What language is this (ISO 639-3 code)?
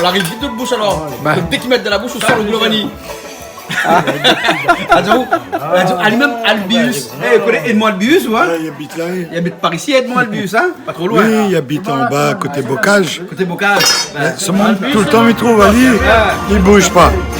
rcf